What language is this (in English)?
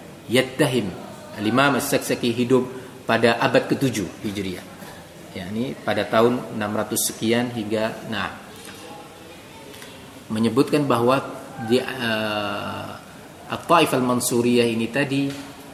Indonesian